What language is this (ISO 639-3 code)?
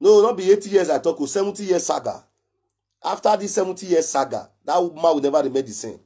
pcm